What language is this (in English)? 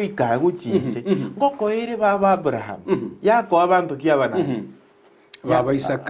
Gusii